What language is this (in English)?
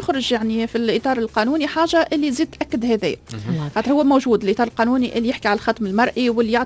Tunisian Arabic